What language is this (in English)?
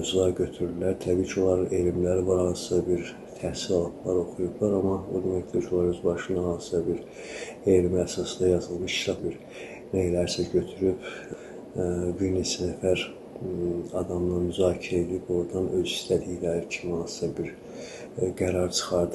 Azerbaijani